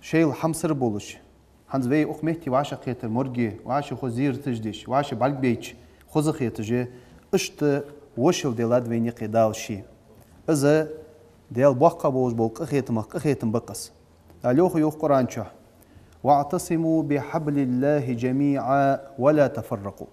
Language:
Ingush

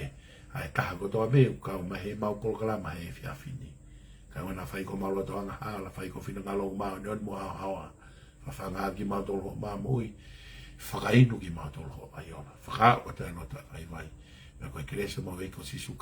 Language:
Tongan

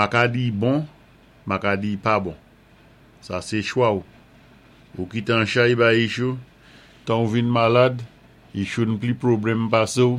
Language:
Saint Lucian Creole French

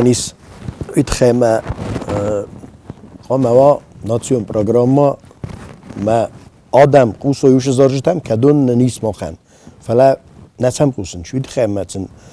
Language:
Ossetic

